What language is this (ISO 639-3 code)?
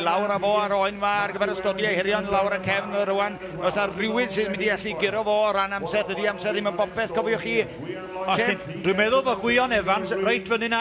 cym